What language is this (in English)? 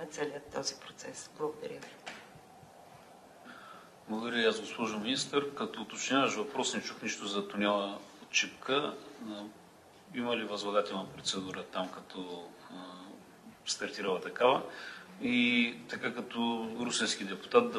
Bulgarian